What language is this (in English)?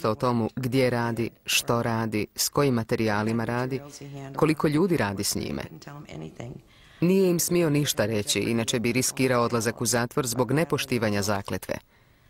Croatian